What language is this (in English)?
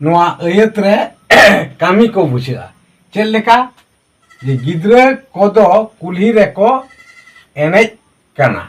Santali